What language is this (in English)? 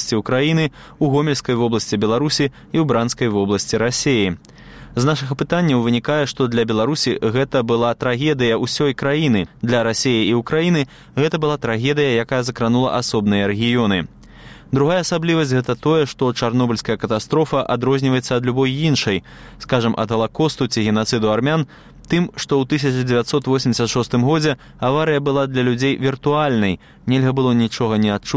Belarusian